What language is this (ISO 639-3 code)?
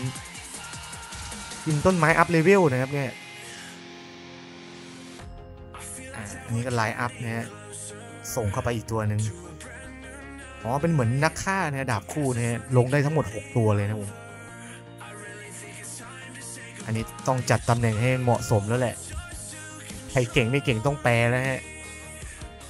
tha